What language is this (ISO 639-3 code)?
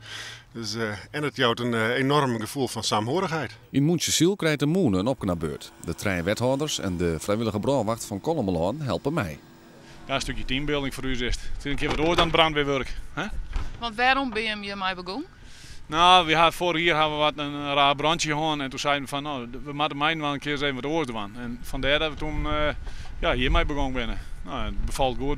fry